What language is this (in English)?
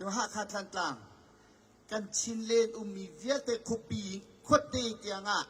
Hakha Chin